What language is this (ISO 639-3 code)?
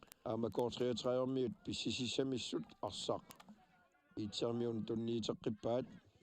kal